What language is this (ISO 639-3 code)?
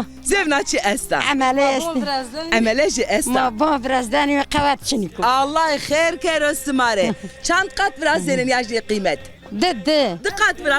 zza